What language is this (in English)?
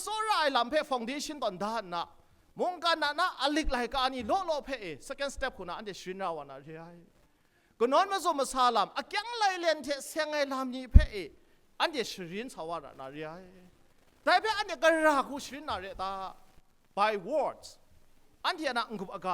Kachin